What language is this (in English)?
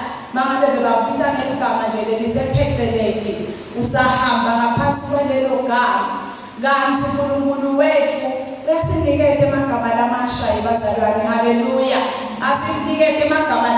Zulu